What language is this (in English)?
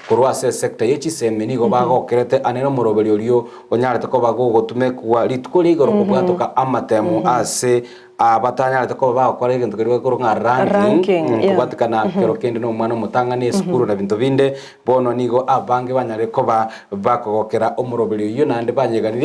Gusii